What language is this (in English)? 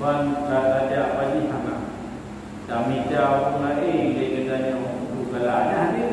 Achinese